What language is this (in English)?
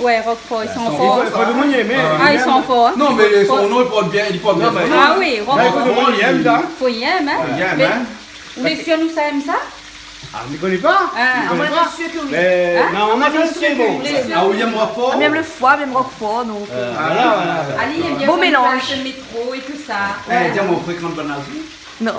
Réunion Creole French